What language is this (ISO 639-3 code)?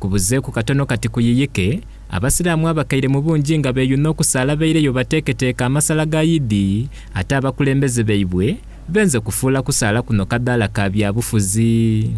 xog